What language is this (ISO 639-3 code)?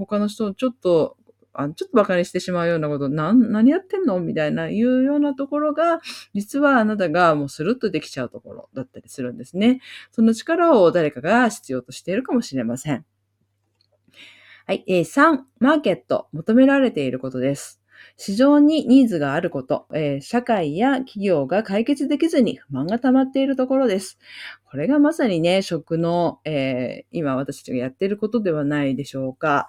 jpn